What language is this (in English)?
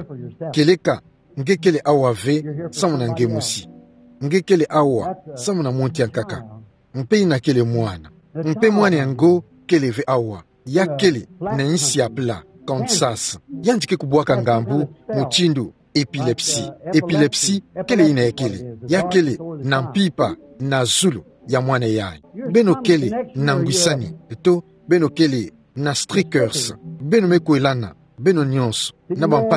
Kituba (Democratic Republic of Congo)